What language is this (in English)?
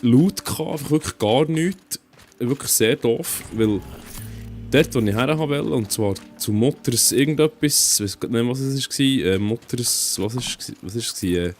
Swiss German